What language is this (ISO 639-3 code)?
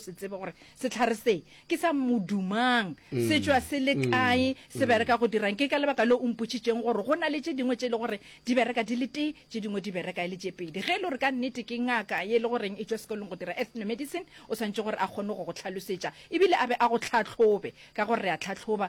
nso